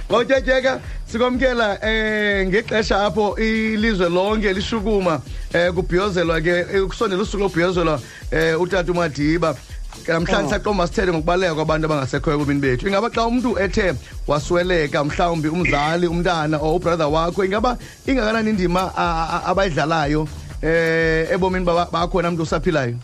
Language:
Xhosa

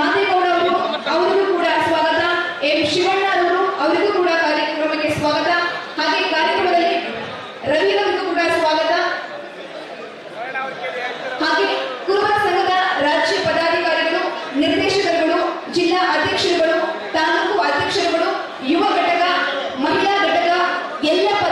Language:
Kannada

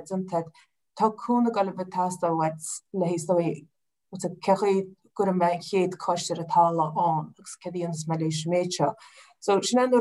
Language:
Irish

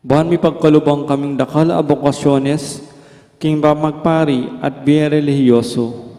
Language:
Pampanga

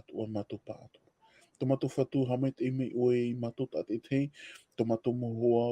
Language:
Tahitian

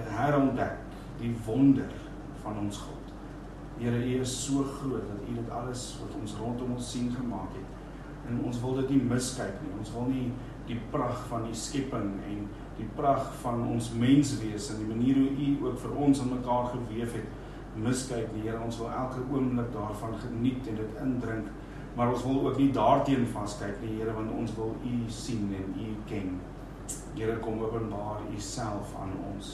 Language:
Afrikaans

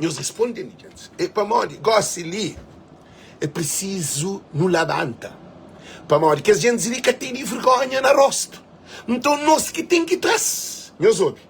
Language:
Kabuverdianu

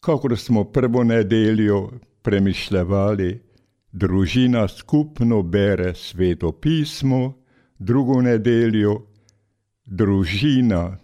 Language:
Slovenian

